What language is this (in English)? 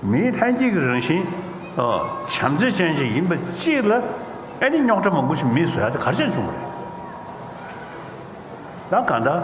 Tibetan